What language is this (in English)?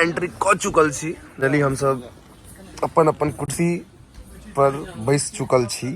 Maithili